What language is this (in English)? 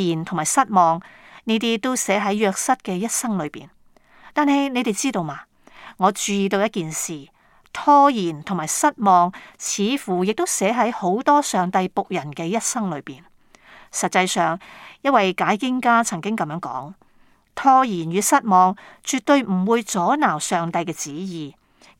Cantonese